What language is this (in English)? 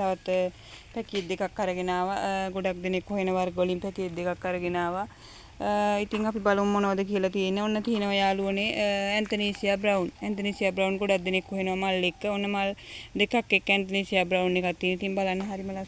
Sinhala